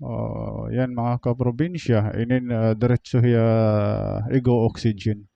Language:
Waray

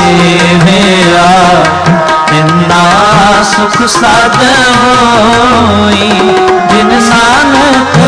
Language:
Punjabi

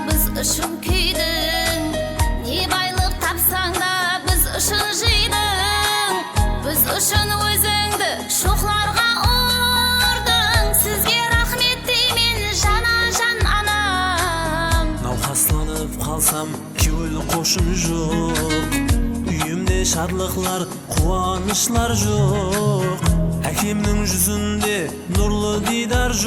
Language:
Kara-Kalpak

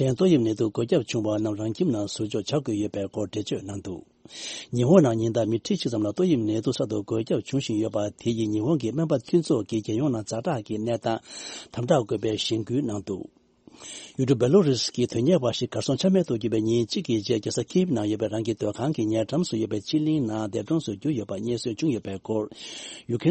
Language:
Tibetan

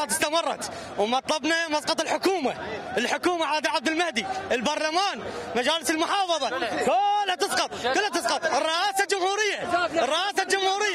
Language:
Mesopotamian Arabic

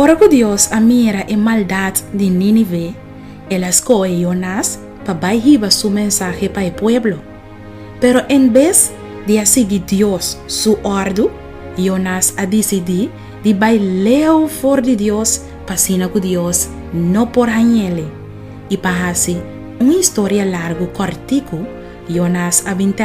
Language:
Papiamento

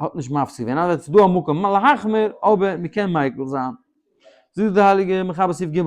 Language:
Yiddish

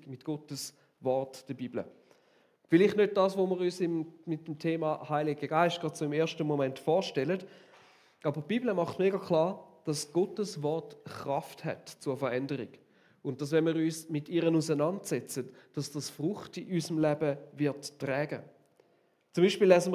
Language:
Swiss German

